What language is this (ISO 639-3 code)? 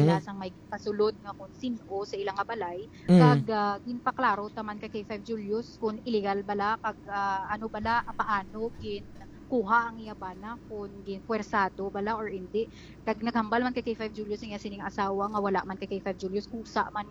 hil